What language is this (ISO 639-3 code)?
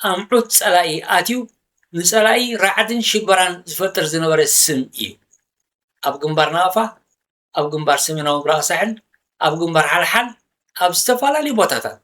tir